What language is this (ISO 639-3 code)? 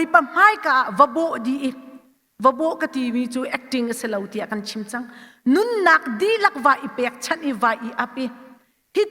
cnh